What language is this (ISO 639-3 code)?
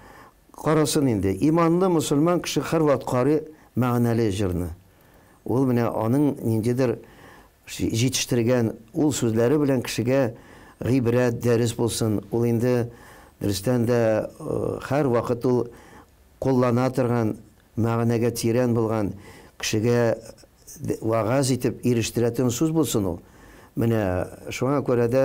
tat